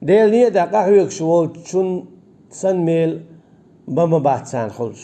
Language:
Chechen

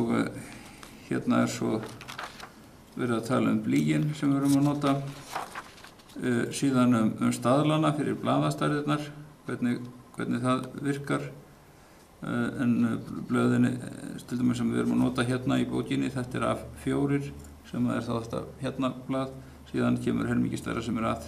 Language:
Icelandic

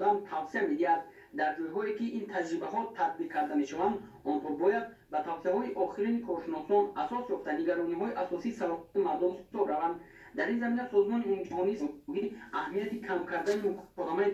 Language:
Tajik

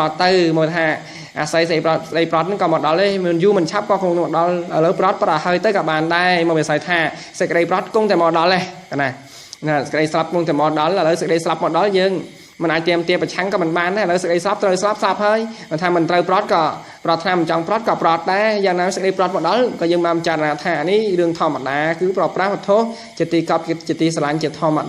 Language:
Khmer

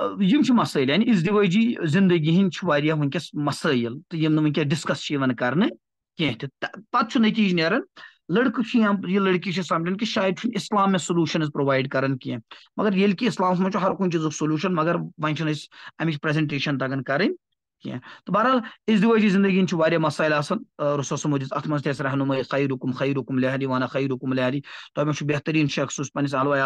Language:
Kashmiri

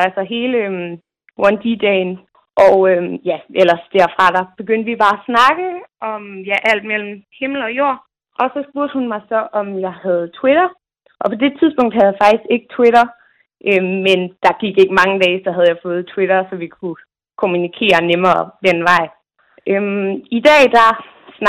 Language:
Danish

